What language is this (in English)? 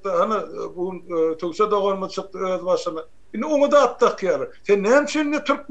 Turkmen